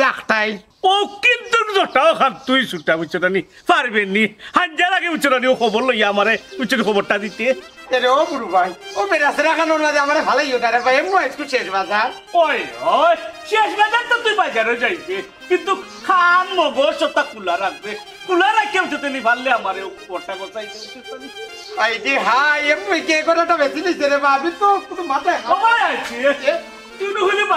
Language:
Sylheti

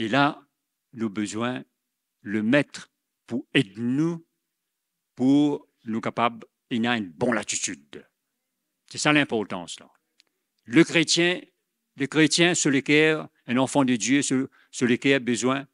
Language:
Morisyen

